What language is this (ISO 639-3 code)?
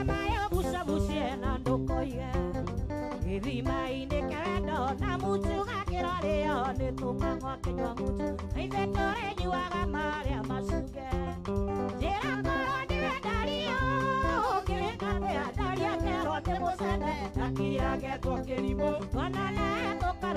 kik